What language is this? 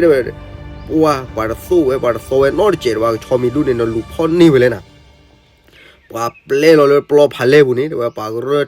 S'gaw Karen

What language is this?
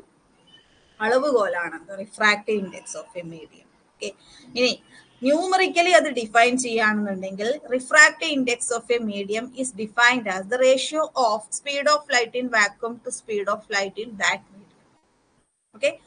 Malayalam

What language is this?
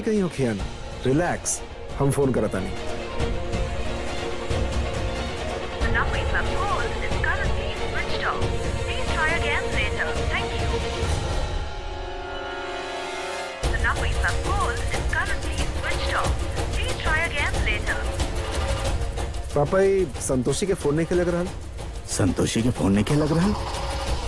Bhojpuri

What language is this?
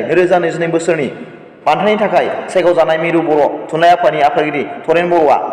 Bodo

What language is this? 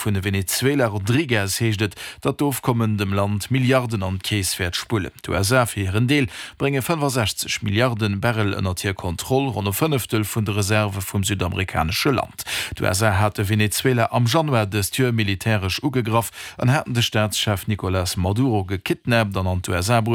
Luxembourgish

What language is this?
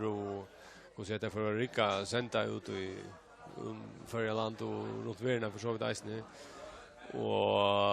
Faroese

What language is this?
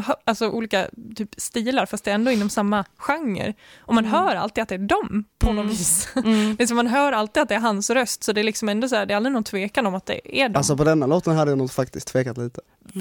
Swedish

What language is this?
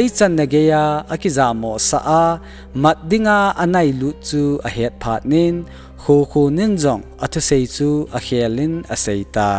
Thado Chin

